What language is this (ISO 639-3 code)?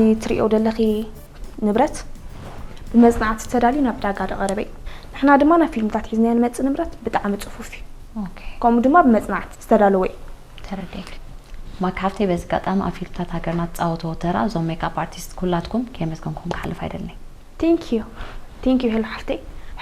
tir